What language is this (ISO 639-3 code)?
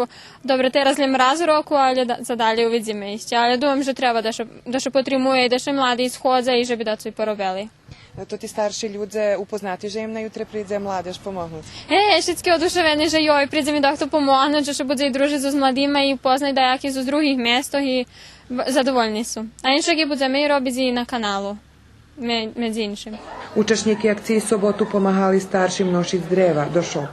rue